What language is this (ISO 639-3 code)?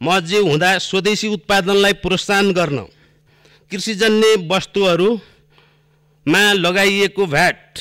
nep